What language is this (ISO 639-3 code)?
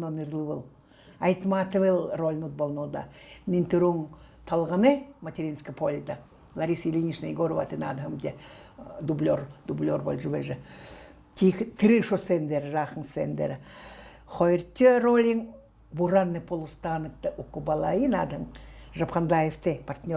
bua